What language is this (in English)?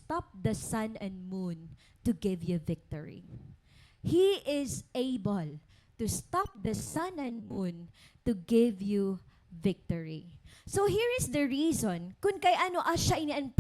Waray